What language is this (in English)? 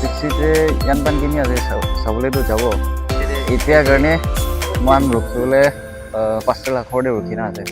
Naga Pidgin